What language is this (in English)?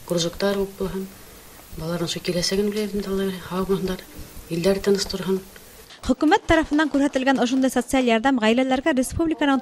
Bashkir